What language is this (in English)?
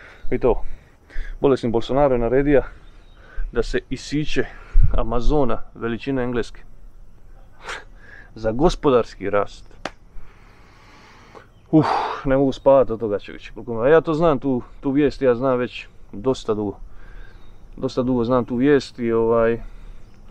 Croatian